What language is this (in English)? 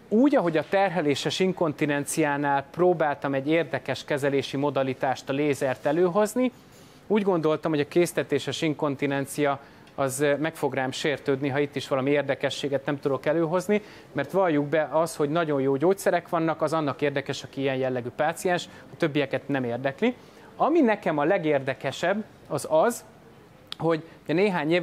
Hungarian